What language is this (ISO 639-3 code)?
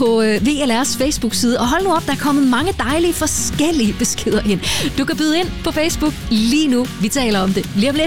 dan